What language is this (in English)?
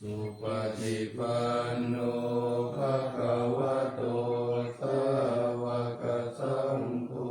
Pali